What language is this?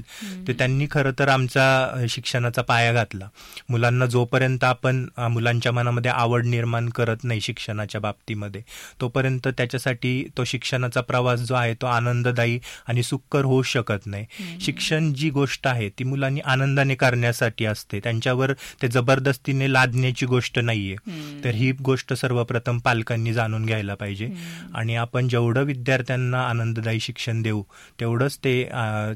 Marathi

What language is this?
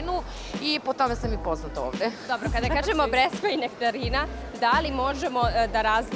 Serbian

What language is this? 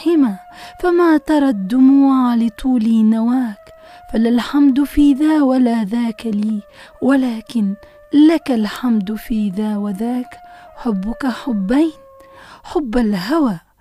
Tunisian Arabic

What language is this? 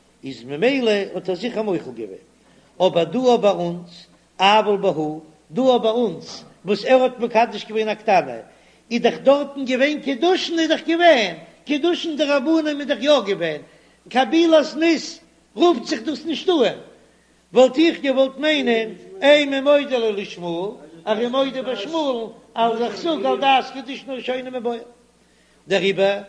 Yiddish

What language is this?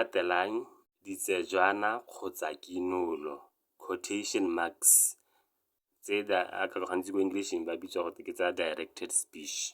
Tswana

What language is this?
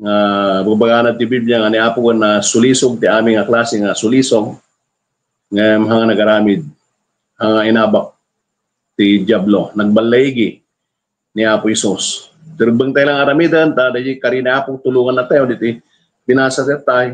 Iloko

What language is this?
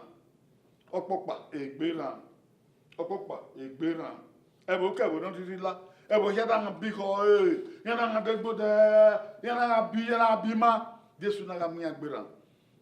Bini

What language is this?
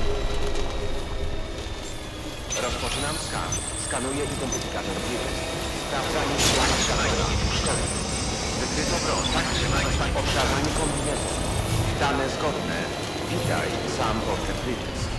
Polish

